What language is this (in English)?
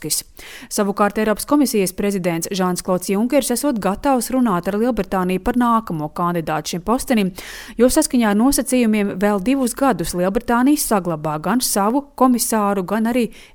Latvian